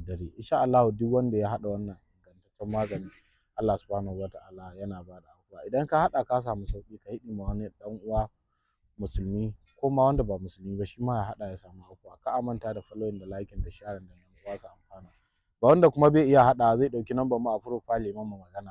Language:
Hausa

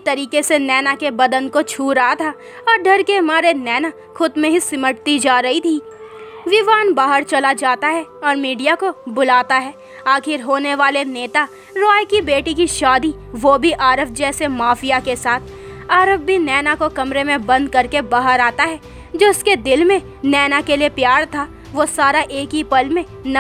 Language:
Hindi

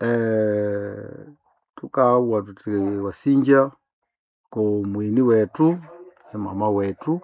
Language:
Nande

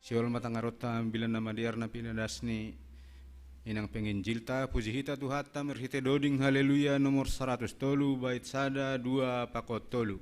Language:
Batak Simalungun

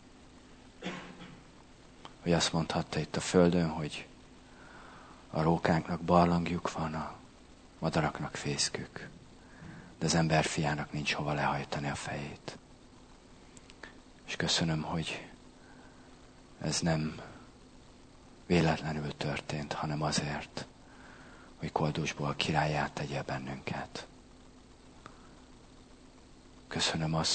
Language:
Hungarian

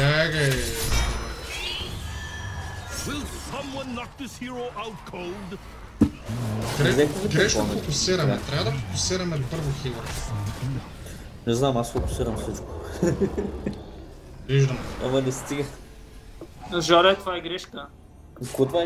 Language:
Bulgarian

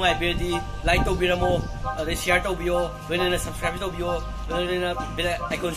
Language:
Manipuri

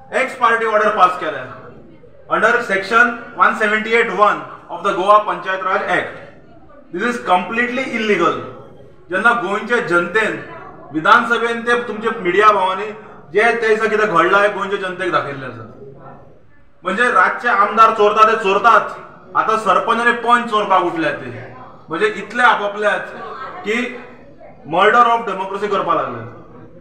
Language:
Konkani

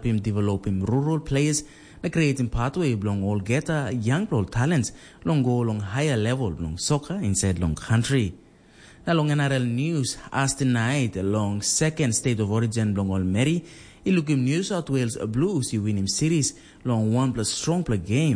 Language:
Tok Pisin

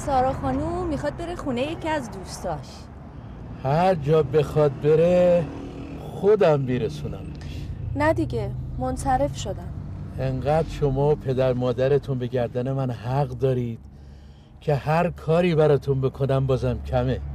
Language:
Persian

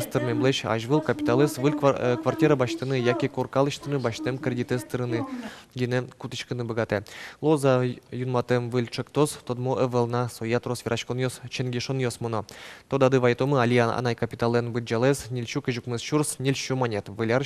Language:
Udmurt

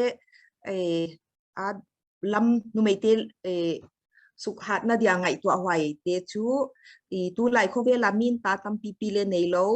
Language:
Paite Chin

